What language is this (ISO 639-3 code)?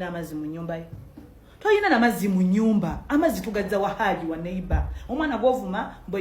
lug